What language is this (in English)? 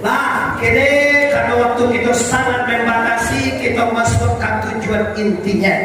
Minangkabau